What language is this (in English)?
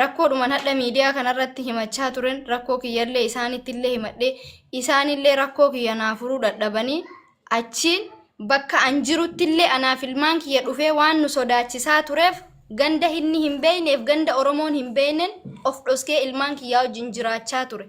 Oromo